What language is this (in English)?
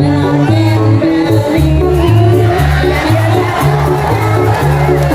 Balinese